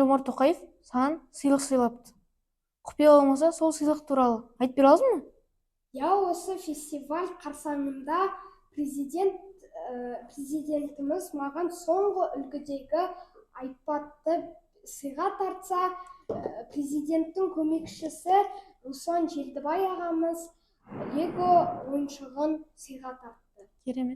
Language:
Kazakh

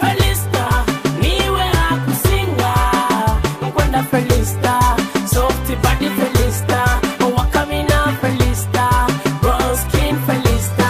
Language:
Nyoro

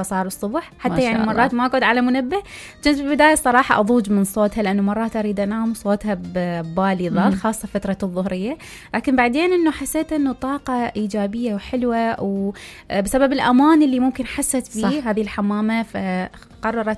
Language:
Mesopotamian Arabic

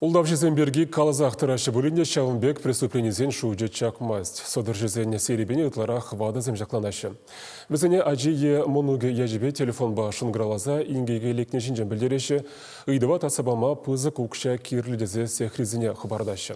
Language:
Chuvash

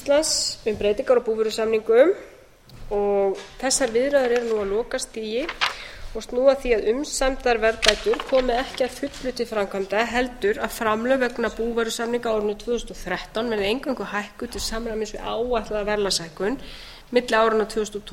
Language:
Icelandic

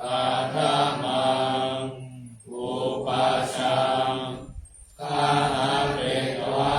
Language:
Pali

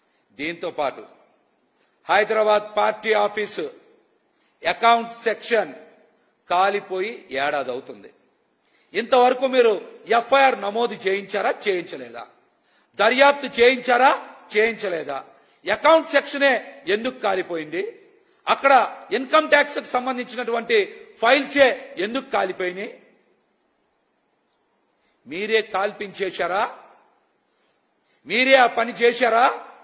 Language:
Telugu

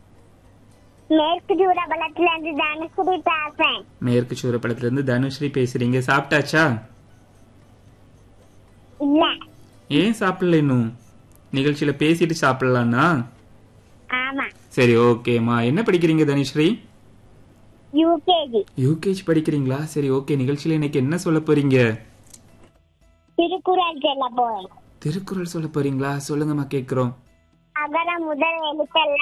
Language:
Tamil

